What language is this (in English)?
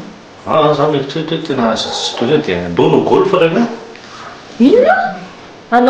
Malagasy